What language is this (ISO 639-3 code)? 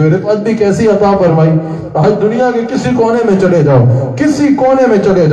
urd